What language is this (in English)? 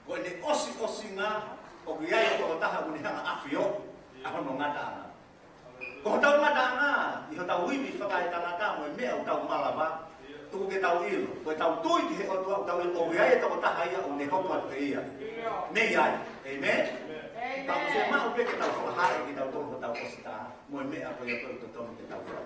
Tongan